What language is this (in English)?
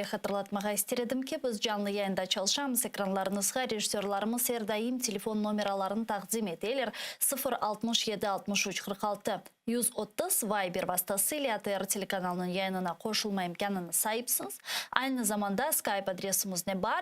Crimean Tatar